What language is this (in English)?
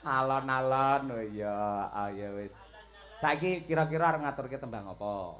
Javanese